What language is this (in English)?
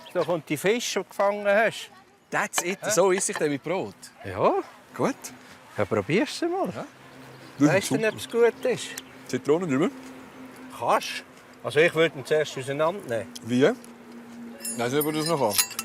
Swiss German